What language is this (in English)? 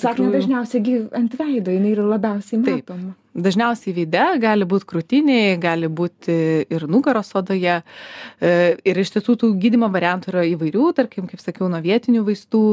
Lithuanian